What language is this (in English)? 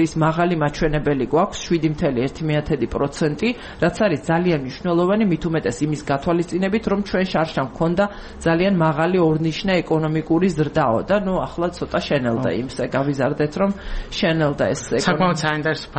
Georgian